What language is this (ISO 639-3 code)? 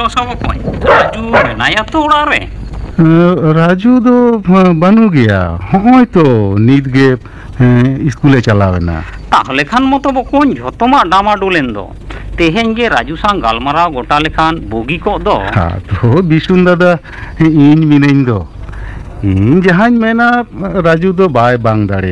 sat